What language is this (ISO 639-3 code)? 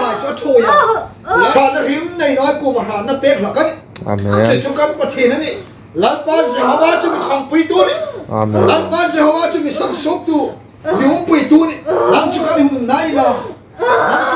hmr